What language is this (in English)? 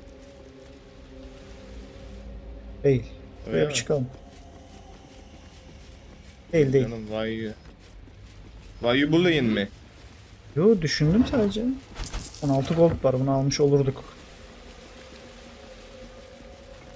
Turkish